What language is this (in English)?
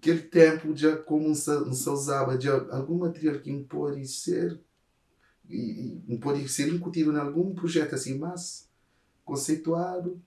Kabuverdianu